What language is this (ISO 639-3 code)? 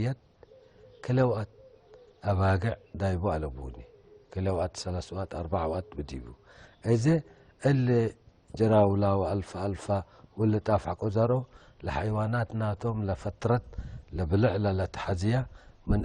tig